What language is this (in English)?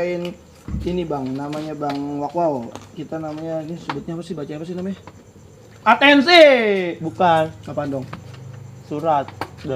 Betawi